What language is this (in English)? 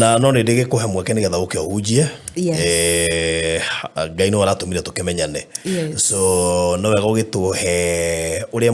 Kikuyu